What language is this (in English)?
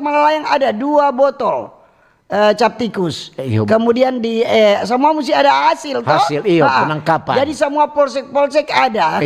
Manado Malay